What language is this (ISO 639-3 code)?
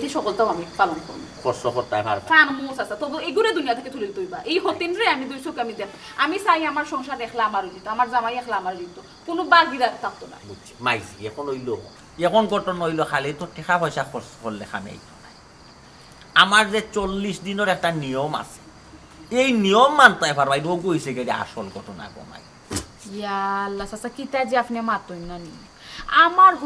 syl